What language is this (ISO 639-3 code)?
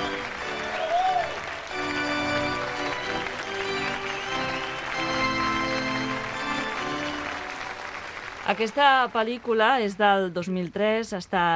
cat